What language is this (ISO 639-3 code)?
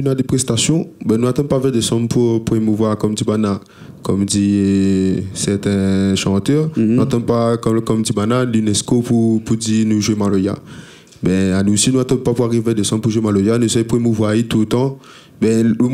rcf